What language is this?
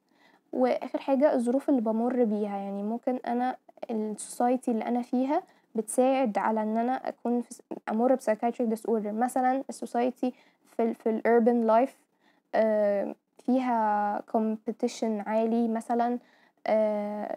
Egyptian Arabic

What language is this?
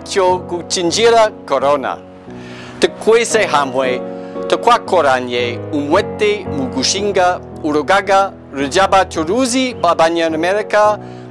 Kinyarwanda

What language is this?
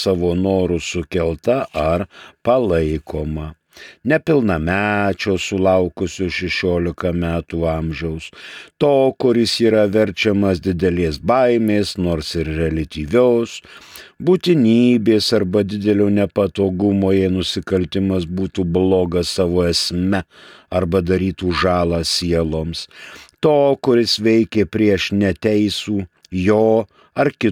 Lithuanian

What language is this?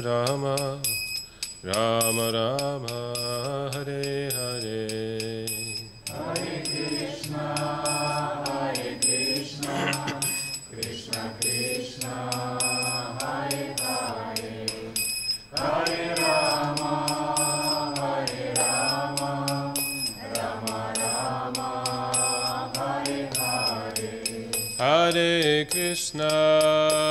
Russian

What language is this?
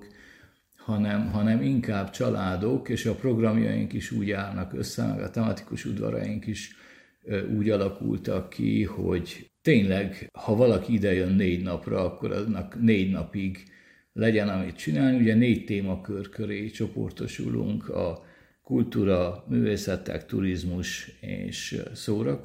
Hungarian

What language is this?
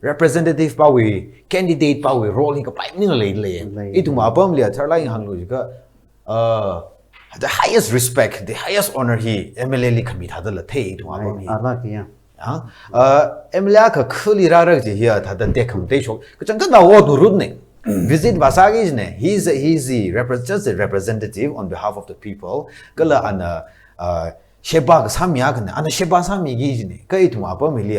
Tangkhul Naga (India)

